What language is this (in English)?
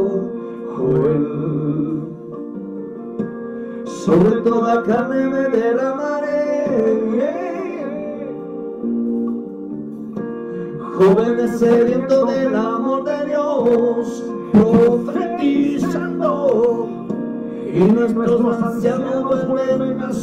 Spanish